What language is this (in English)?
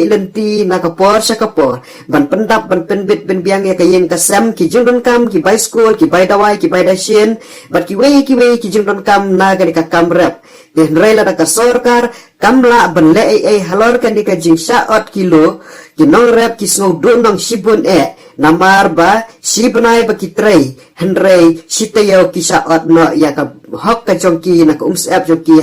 Khasi